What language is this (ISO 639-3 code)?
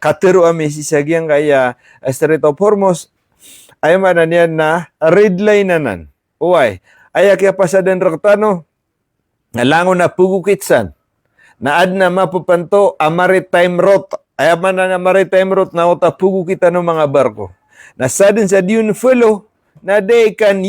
mrw